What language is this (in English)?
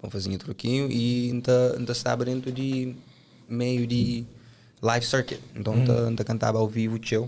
Kabuverdianu